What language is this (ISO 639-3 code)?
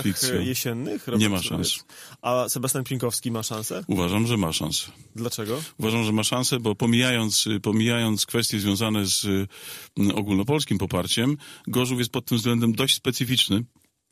pol